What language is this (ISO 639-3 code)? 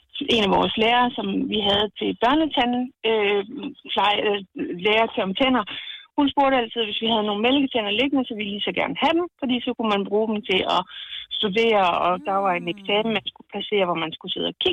dan